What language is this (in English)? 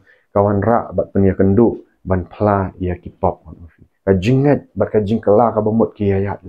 Khasi